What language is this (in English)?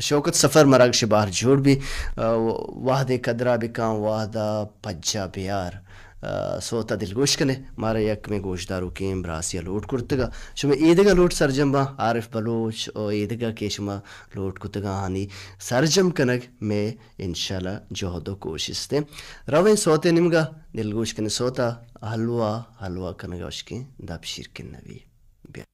Baluchi